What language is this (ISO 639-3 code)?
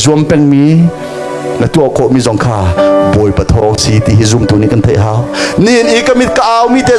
cnh